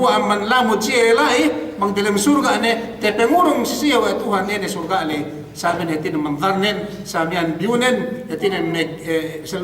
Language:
Yakan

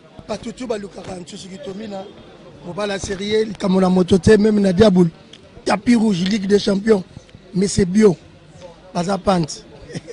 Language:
Lingala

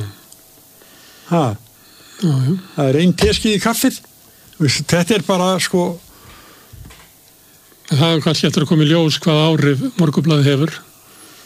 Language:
Icelandic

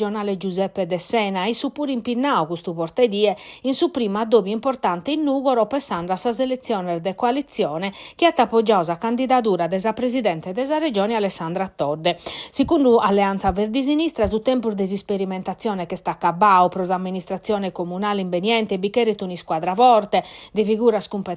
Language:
Sardinian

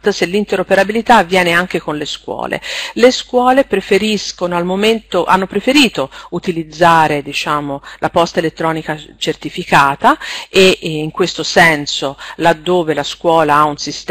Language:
Italian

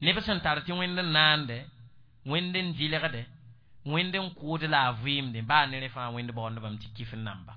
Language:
Mossi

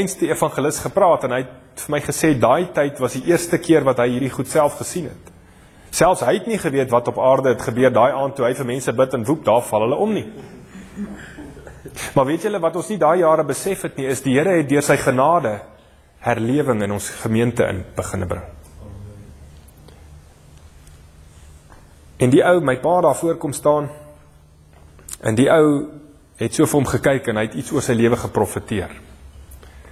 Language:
Afrikaans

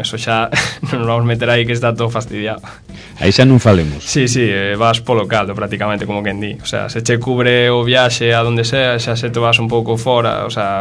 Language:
Galician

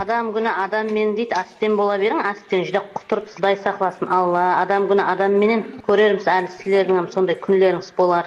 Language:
Kara-Kalpak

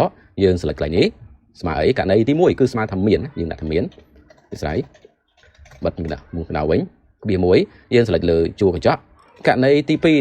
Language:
Khmer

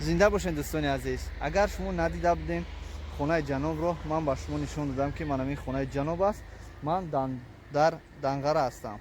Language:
Tajik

